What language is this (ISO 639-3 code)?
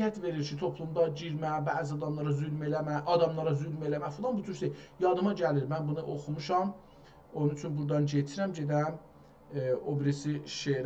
azb